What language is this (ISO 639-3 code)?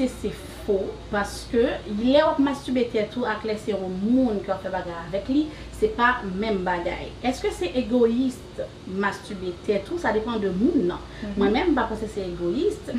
hat